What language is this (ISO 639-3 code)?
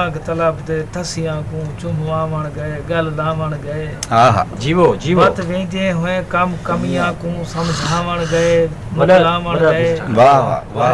skr